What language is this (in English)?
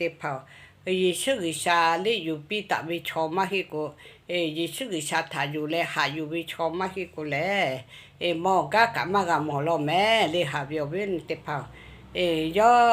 Lahu